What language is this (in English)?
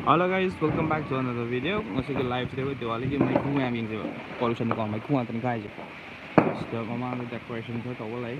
Manipuri